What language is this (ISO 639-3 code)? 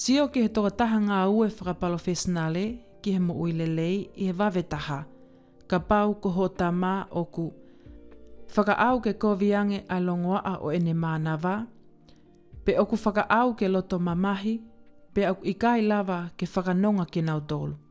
ton